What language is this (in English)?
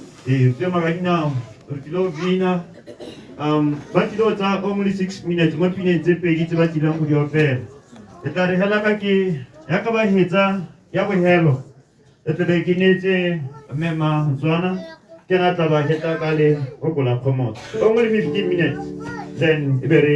Tswana